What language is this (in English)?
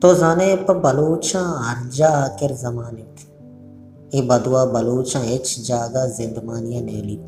Baluchi